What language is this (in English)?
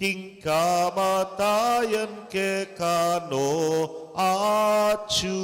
Pampanga